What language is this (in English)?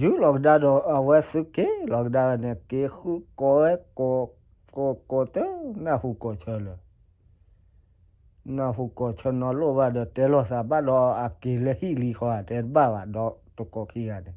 S'gaw Karen